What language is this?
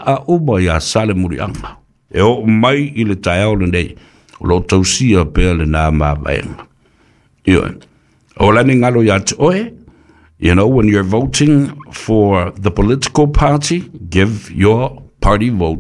Samoan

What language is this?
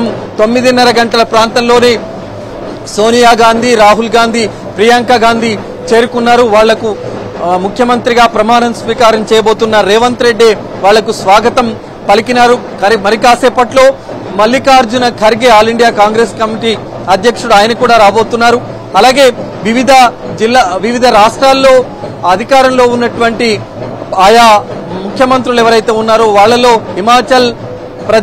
Telugu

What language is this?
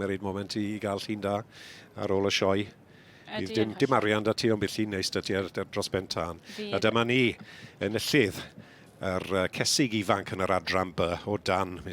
Welsh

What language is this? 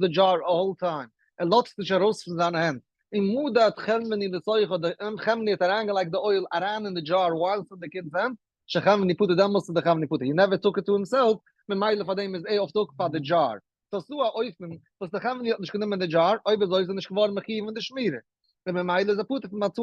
Yiddish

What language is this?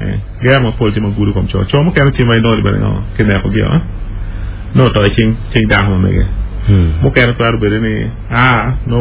Acoli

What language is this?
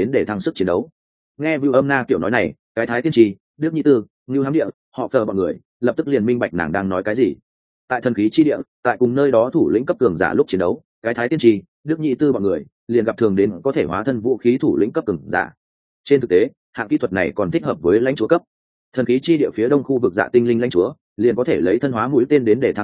Vietnamese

